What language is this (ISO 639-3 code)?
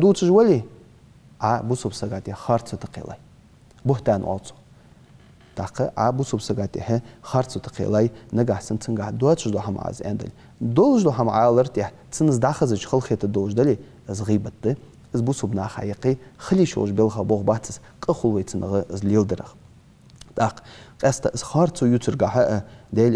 inh